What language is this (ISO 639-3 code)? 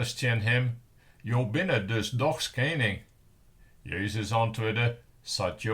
fry